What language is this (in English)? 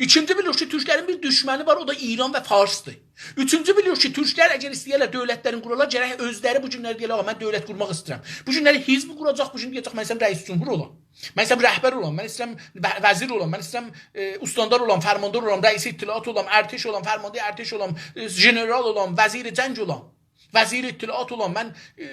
South Azerbaijani